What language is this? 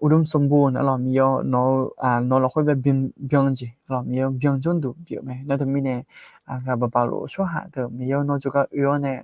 Akha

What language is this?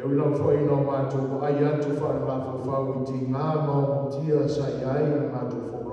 Samoan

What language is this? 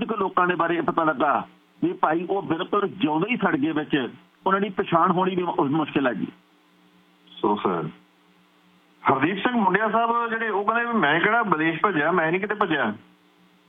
Punjabi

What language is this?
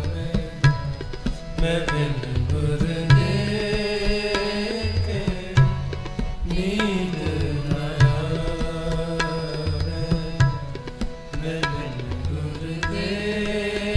Punjabi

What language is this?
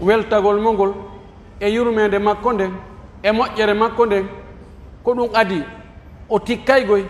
Pular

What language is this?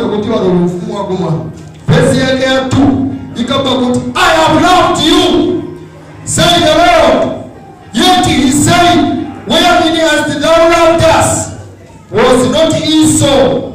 Nyanja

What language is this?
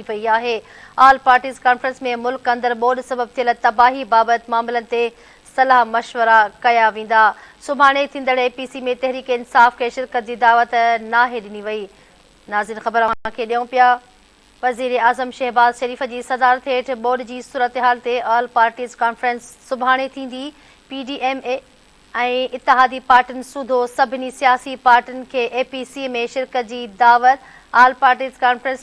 Sindhi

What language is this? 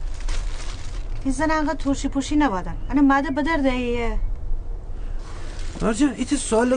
Persian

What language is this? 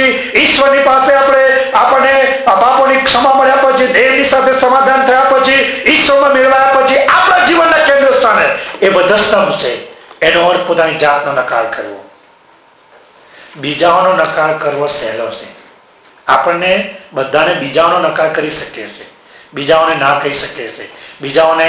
Gujarati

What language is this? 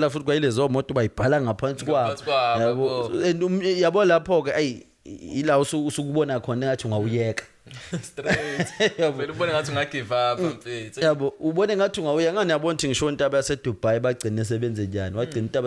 Zulu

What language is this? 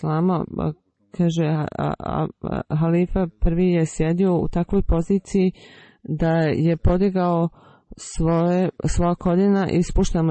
Bosnian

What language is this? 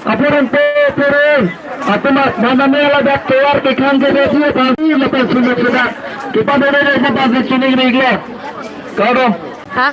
Karbi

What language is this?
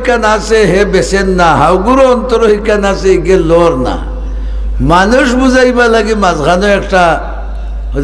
Sylheti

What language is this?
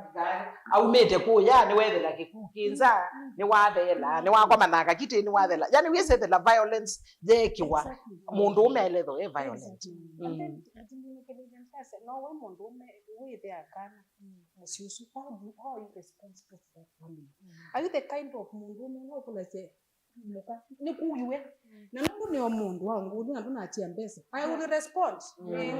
Kamba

